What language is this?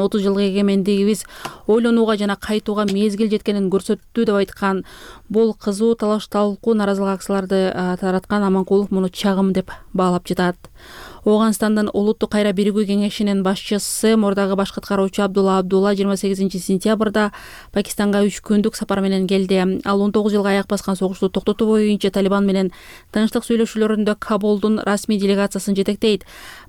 Kyrgyz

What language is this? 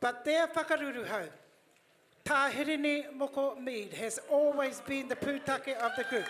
Māori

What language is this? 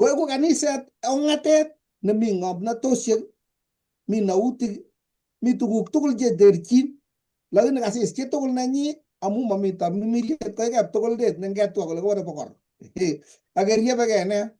Kalenjin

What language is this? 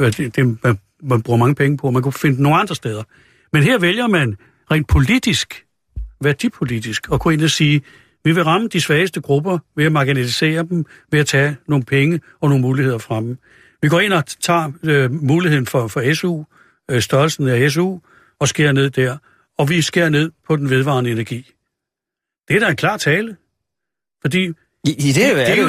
Danish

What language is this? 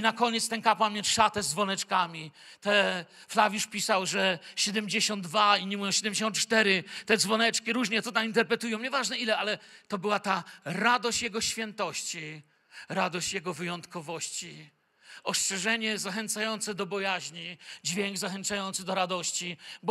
Polish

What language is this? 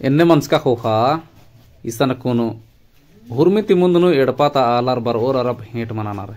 Kurukh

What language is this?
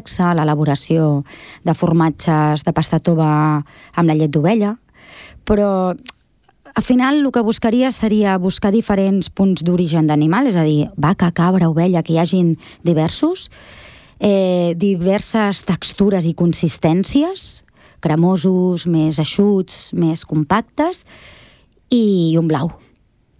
Catalan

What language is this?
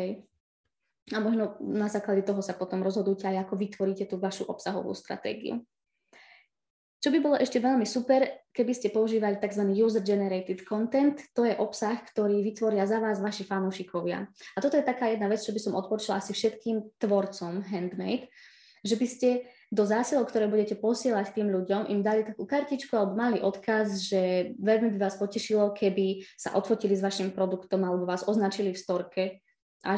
Slovak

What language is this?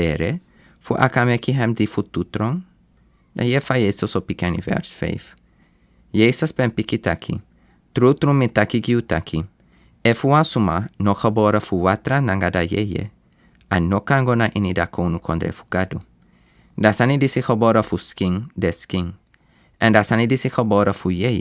Sranan Tongo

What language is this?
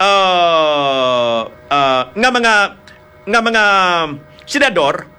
Hiligaynon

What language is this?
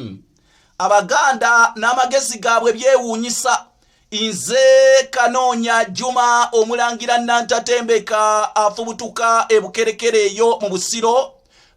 Ganda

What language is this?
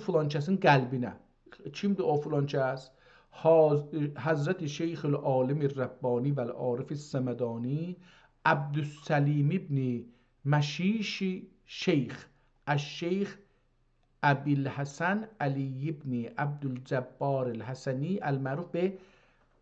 South Azerbaijani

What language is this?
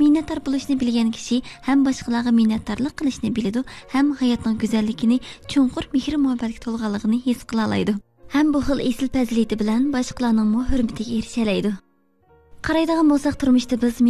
Uyghur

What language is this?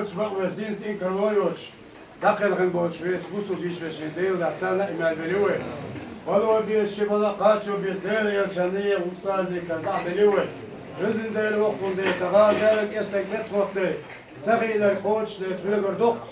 Chechen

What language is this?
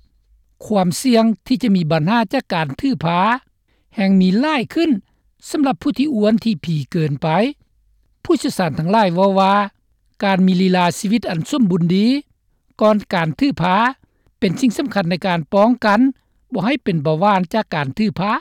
Lao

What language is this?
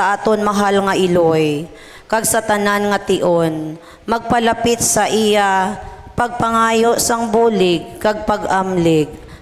Hiligaynon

